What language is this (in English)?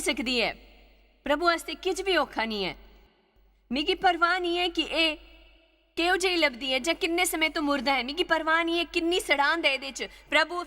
Dogri